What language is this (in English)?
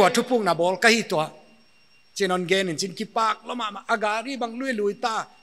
Paite Chin